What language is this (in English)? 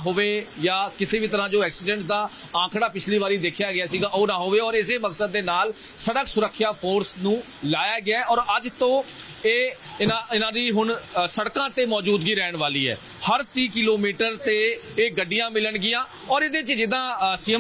Punjabi